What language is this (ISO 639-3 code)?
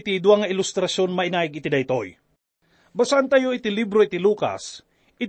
ilo